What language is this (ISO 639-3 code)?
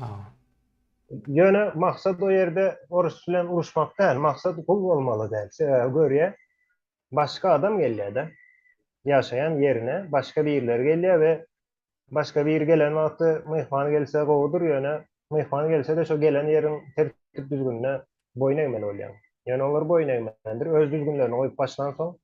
tuk